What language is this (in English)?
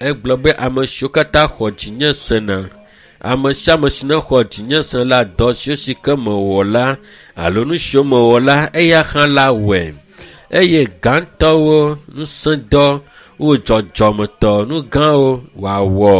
Ewe